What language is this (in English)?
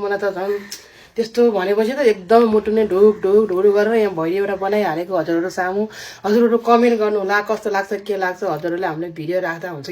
Nepali